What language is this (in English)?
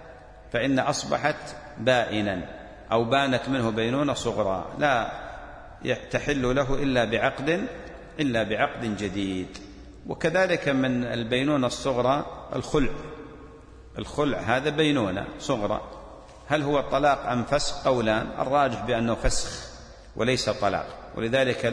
Arabic